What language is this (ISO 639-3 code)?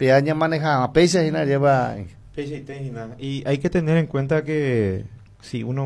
grn